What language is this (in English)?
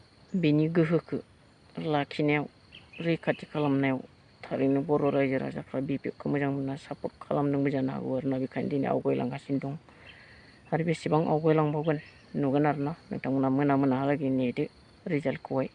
Bodo